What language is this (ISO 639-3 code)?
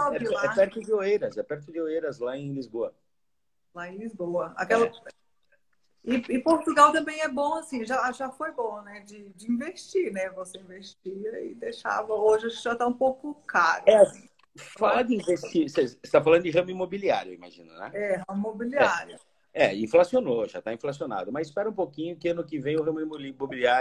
por